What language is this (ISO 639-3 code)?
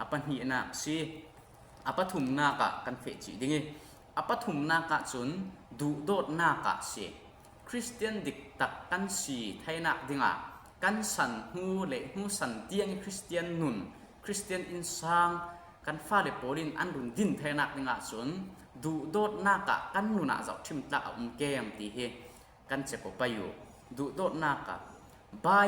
cfm